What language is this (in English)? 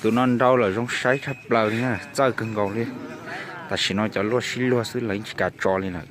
Hmong